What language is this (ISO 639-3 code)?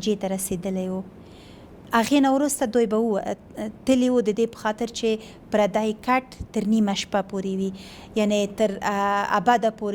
pus